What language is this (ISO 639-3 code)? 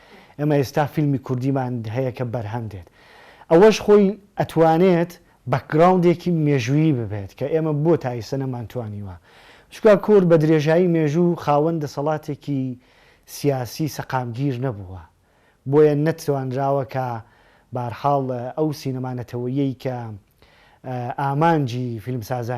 ckb